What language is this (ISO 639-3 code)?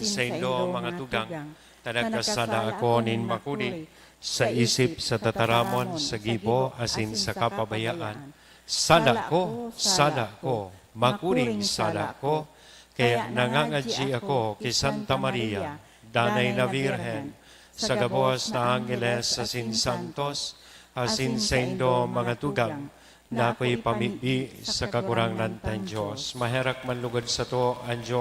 bik